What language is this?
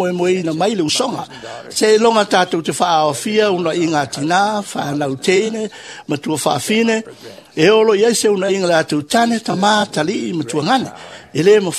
Samoan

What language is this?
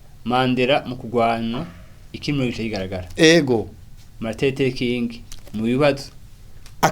Rundi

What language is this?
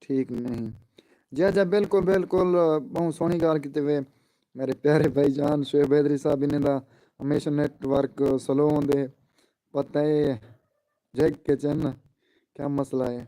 Saraiki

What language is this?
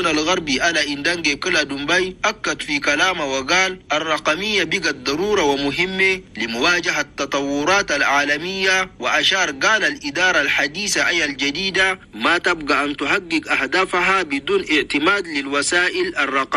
Chadian Arabic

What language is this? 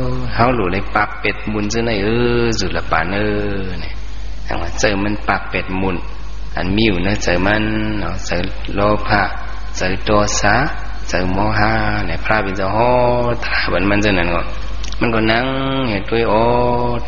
Shan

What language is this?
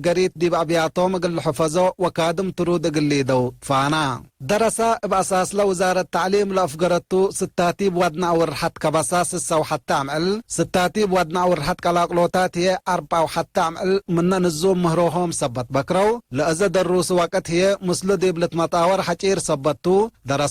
Tigre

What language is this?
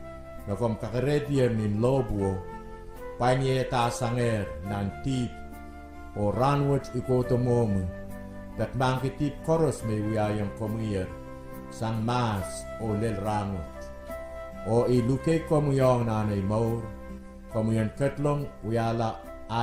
Pohnpeian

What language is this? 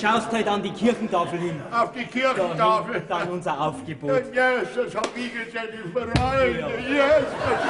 Bavarian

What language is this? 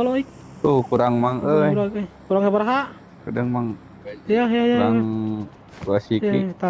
Sundanese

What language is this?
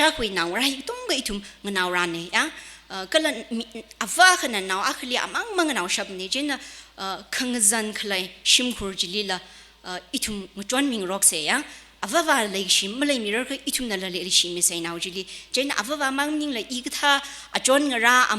Tangkhul Naga (India)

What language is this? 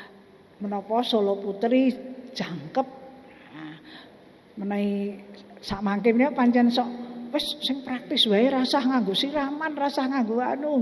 Javanese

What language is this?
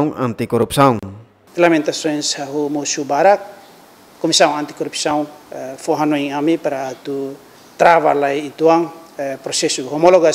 Tetum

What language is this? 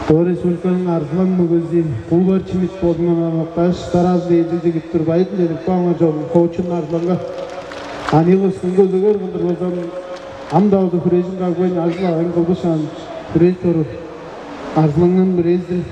Tuvinian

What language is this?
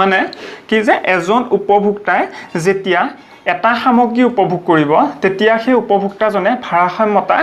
Assamese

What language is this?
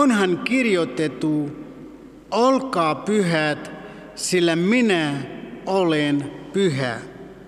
Finnish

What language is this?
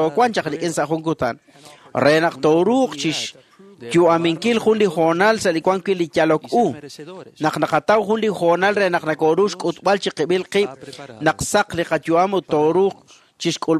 Kekchí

